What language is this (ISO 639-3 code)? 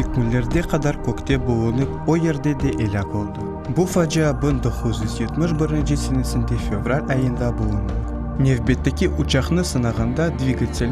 crh